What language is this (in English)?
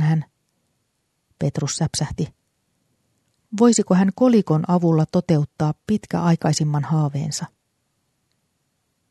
Finnish